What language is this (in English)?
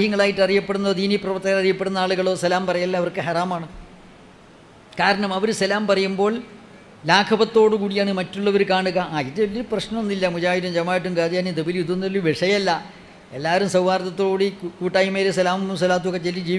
Malayalam